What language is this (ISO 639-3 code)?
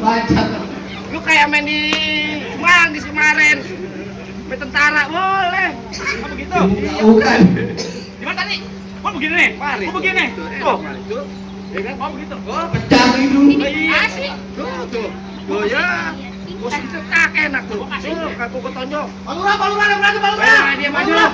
bew